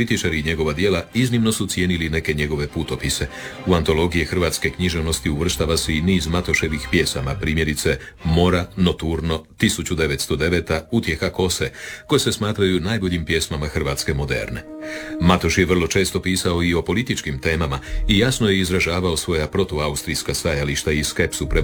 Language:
Croatian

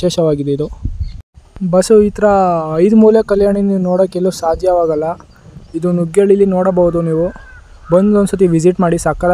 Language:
Kannada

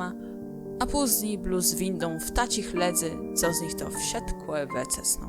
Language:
Kashubian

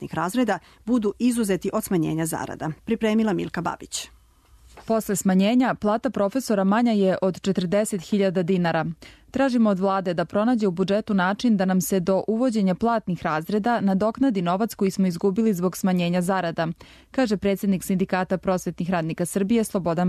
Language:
Serbian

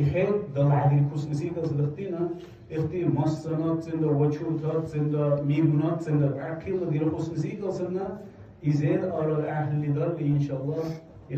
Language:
Dargwa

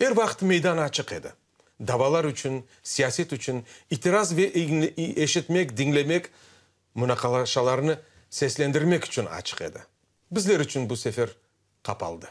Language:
Crimean Tatar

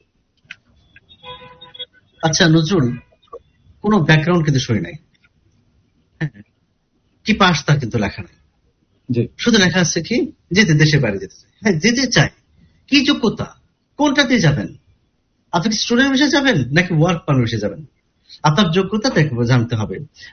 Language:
Bangla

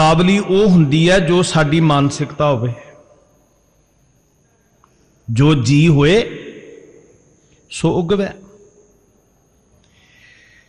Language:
Punjabi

